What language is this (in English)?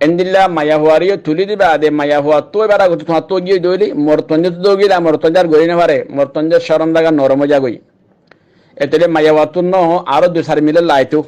Rohingya